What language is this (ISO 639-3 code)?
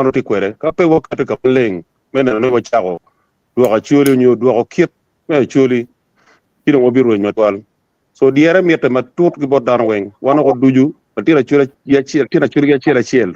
ach